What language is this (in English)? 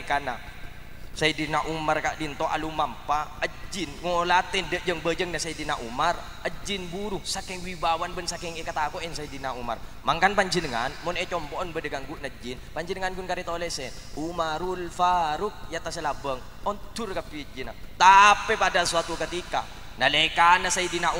Madurese